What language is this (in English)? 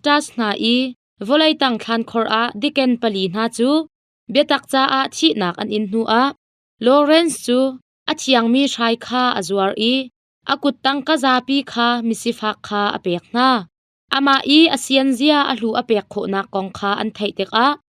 Hakha Chin